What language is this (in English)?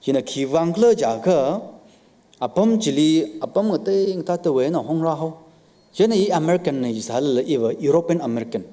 Tangkhul Naga (India)